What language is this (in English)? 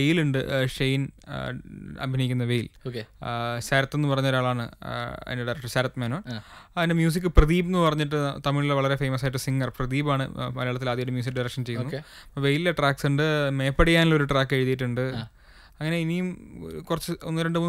Malayalam